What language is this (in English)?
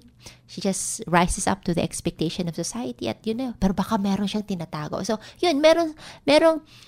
Filipino